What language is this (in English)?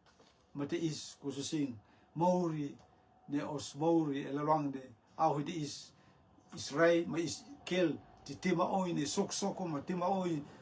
Rotuman